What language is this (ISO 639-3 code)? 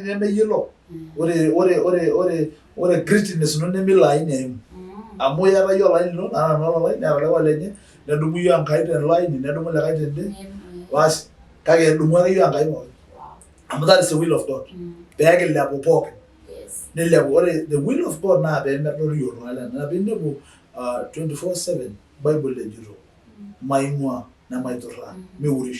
mas